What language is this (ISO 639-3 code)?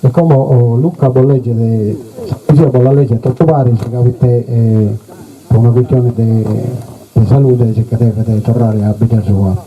srd